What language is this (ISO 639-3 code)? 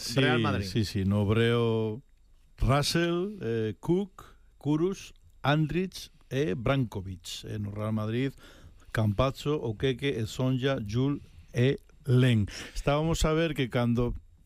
glg